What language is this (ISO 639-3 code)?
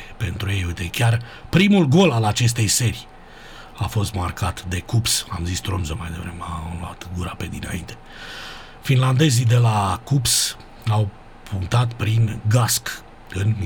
ron